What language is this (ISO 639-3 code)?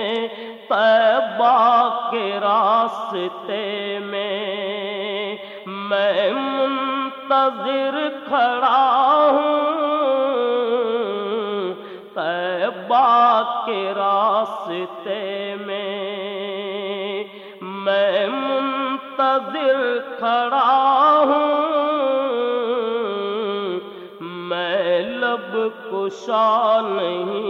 urd